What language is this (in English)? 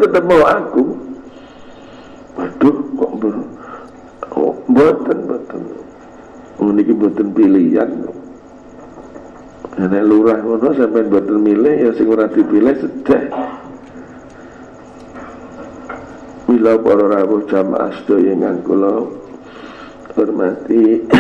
Javanese